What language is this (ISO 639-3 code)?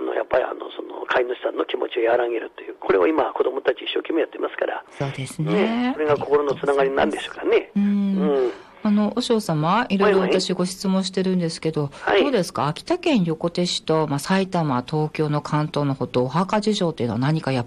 jpn